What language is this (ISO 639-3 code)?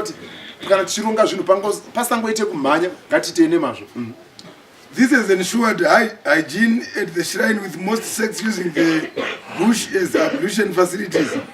sna